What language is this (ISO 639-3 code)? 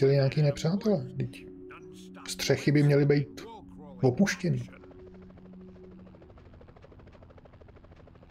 ces